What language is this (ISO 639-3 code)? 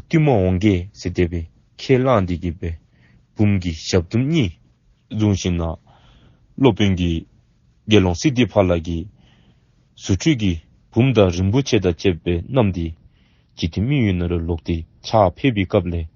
dzo